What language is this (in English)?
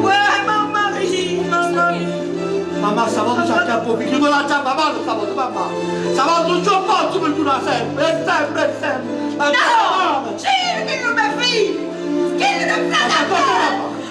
Neapolitan